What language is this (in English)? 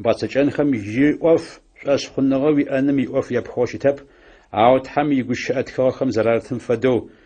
Adyghe